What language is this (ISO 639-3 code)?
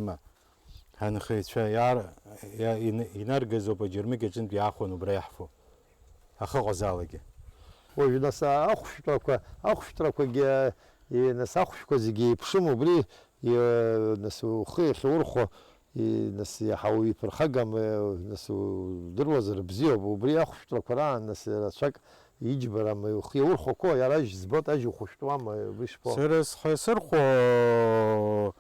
abk